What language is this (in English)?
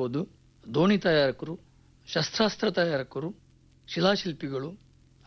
Kannada